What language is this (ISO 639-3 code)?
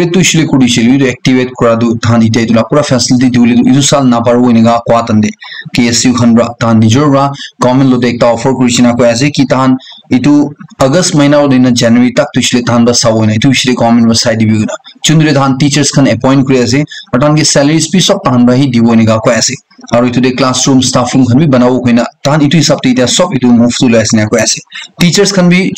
nag